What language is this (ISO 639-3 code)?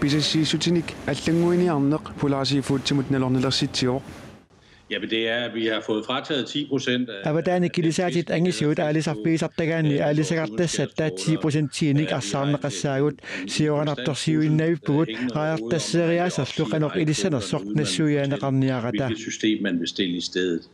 kal